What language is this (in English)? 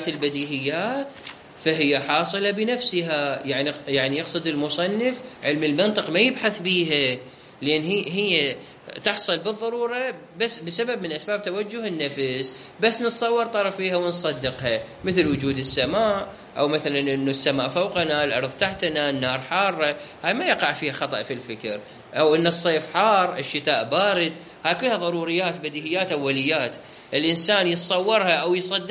Mesopotamian Arabic